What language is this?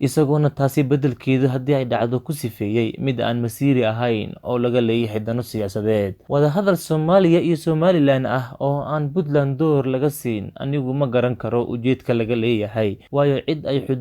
Somali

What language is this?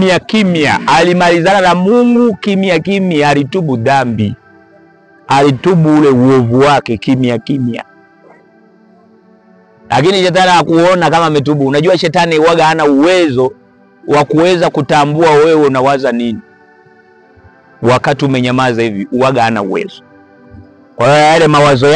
Swahili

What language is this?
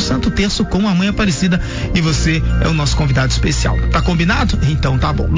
Portuguese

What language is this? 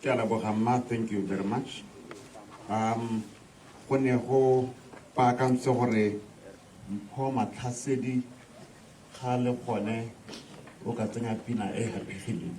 Tswana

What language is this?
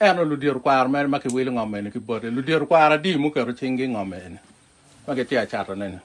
Acoli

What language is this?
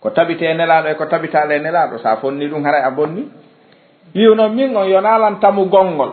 Fula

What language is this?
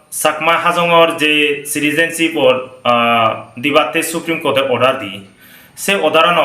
Chakma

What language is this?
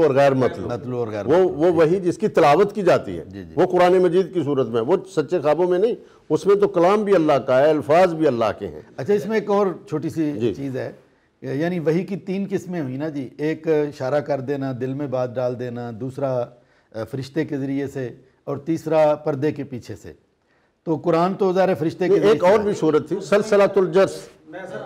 Urdu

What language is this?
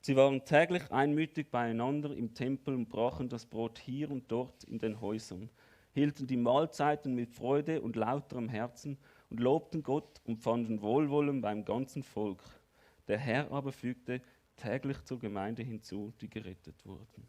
Swiss German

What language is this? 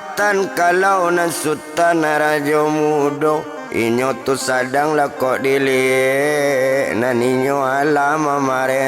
Minangkabau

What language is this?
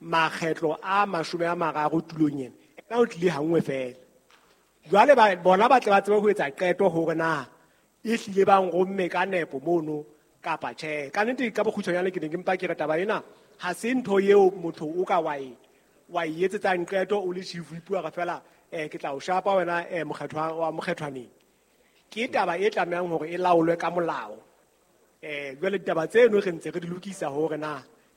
Southern Sotho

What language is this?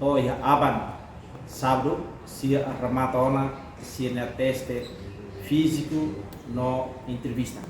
Tetum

